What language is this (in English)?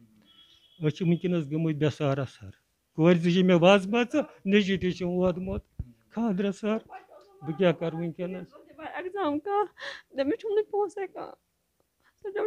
Kashmiri